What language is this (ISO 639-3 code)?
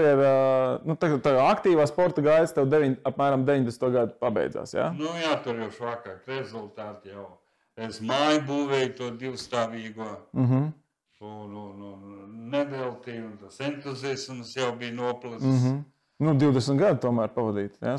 lav